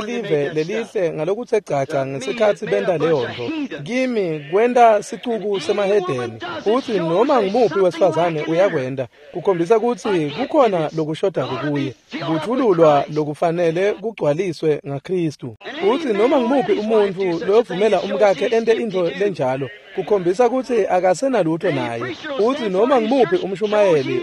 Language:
Swati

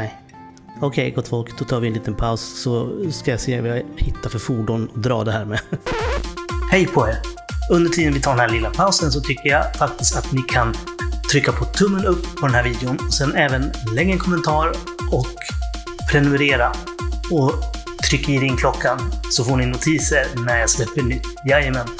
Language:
Swedish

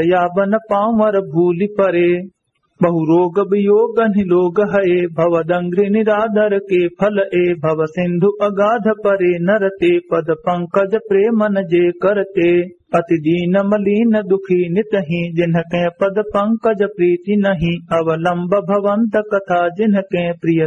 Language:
Awadhi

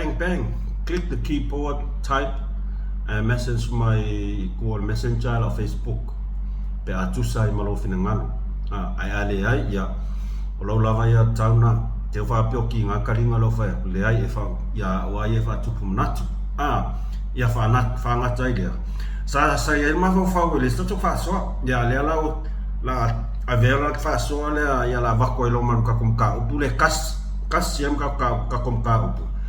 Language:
Samoan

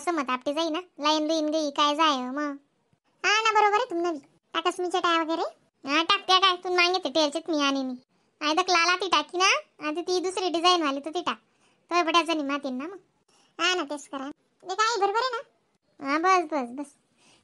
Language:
Khandesi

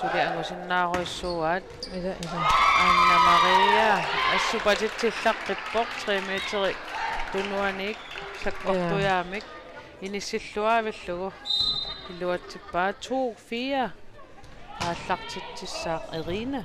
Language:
Kalaallisut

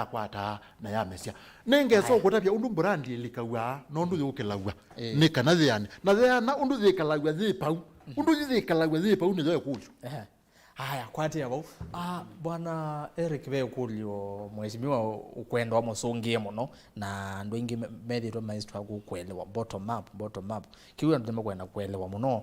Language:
Kamba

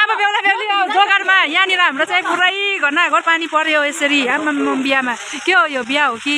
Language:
Nepali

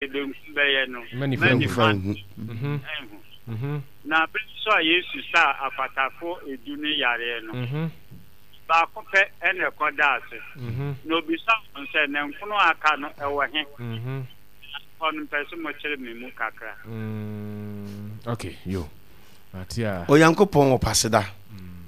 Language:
Akan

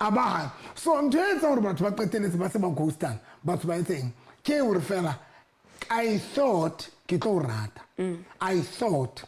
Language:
Southern Sotho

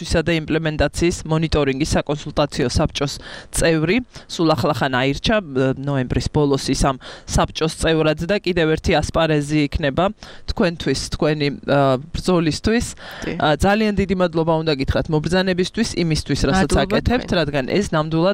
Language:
Georgian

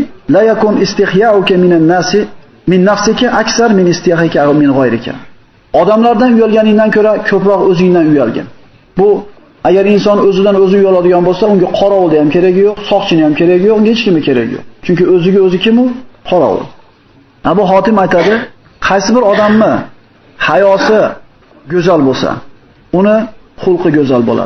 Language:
Uzbek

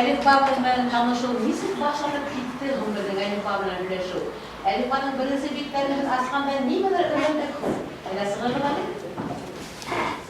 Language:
Bashkir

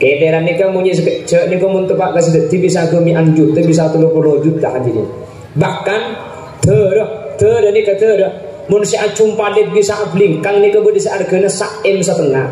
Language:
Madurese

